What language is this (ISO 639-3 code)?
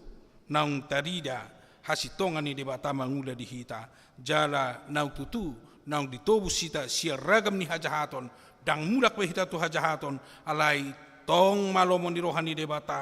bbc